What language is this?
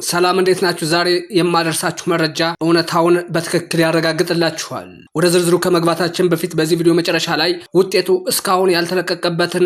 Amharic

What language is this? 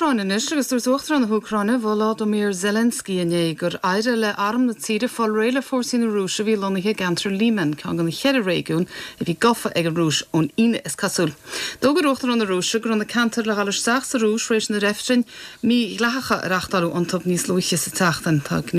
Irish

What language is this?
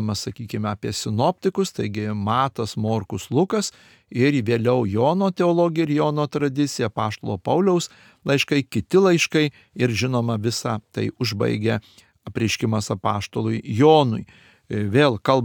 Lithuanian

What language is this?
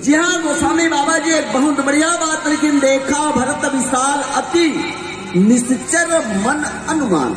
Chhattisgarhi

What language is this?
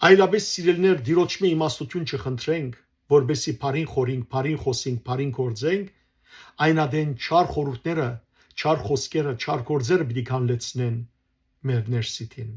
Western Armenian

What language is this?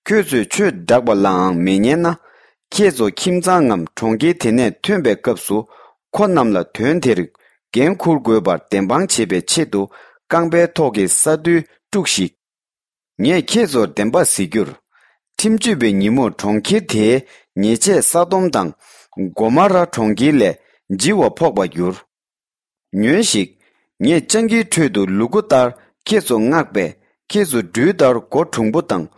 Tibetan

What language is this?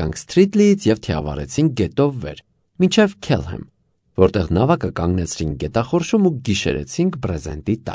Armenian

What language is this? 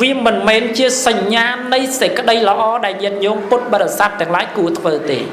Khmer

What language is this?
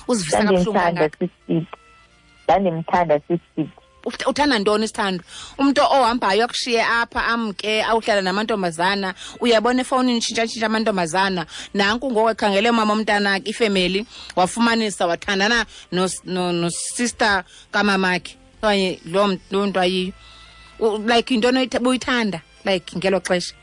Xhosa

